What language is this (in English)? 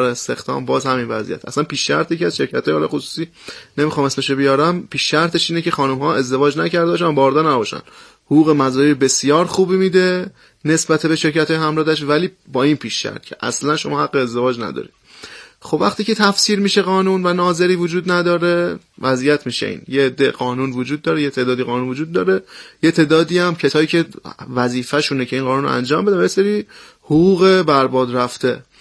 Persian